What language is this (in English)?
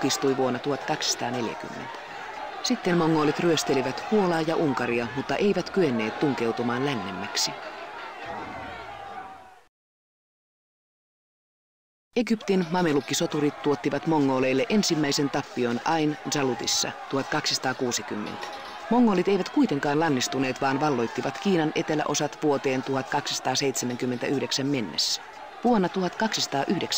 Finnish